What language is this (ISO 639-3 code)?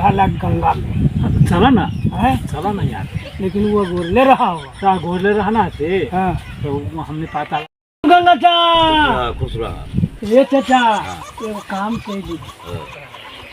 mag